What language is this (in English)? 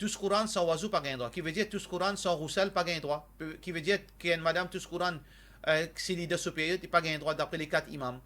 Morisyen